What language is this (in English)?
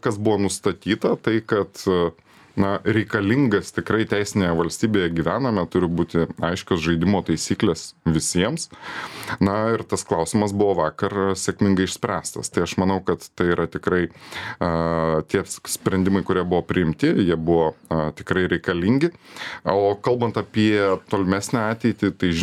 Lithuanian